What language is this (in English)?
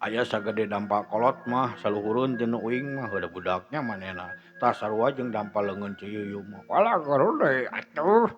Sundanese